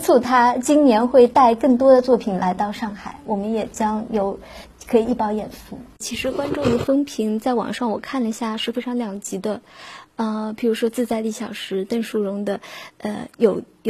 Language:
Chinese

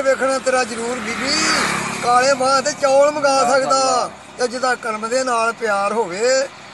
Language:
Punjabi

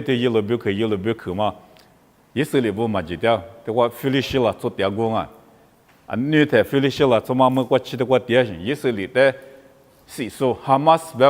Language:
Lisu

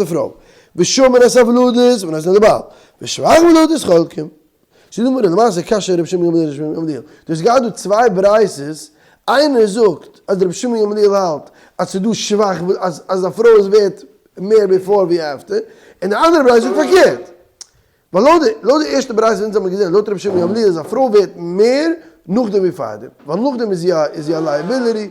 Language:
Yiddish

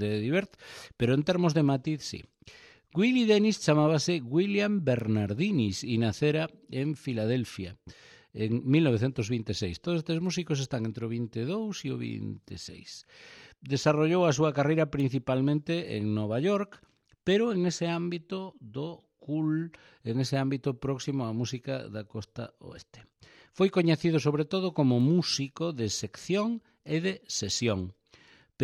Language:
Galician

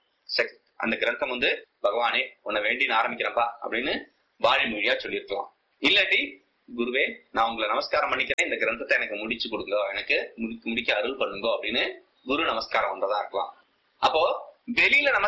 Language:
Tamil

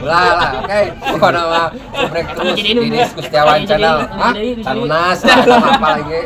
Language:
Sundanese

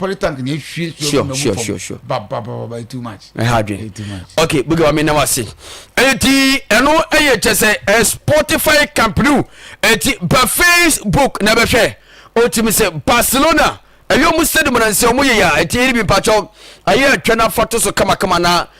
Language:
Akan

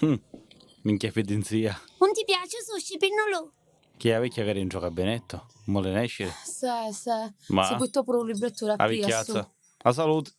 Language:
Sicilian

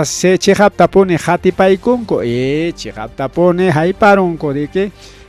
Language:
Ayacucho Quechua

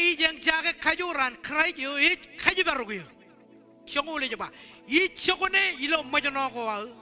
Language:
Marshallese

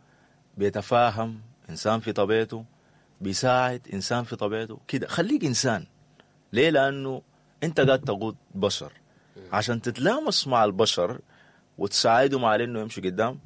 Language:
Sudanese Arabic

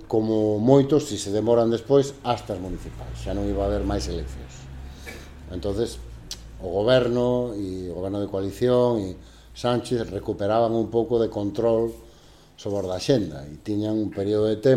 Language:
Galician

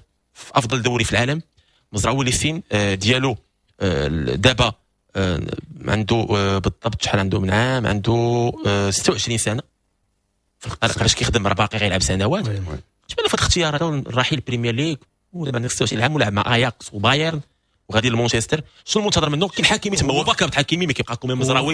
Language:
Moroccan Arabic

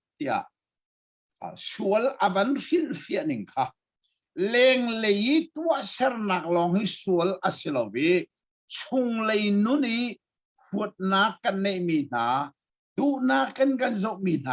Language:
Hakha Chin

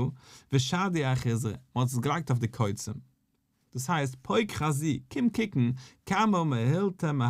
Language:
Yiddish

